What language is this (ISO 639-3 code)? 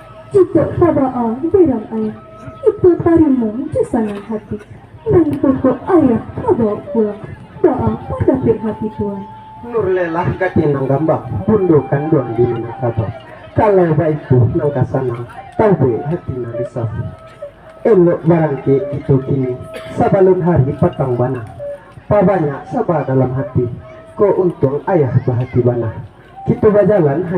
min